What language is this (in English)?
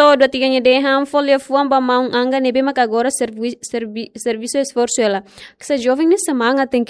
Tetum